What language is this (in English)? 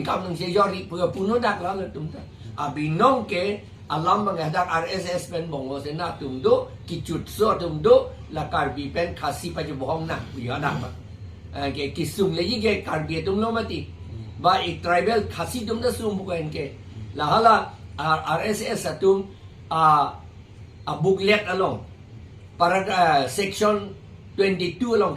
Karbi